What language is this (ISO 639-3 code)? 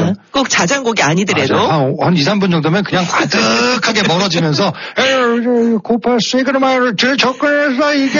kor